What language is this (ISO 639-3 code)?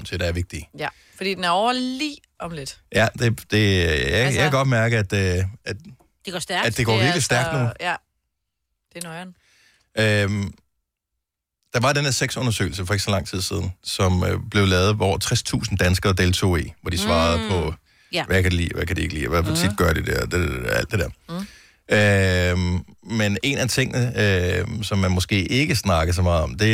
dan